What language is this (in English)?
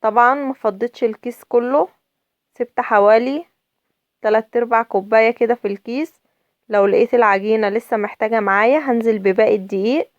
Egyptian Arabic